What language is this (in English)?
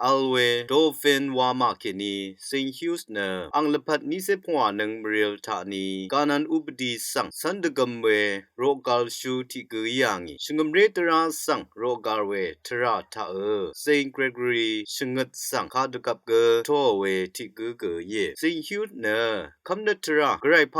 Rawang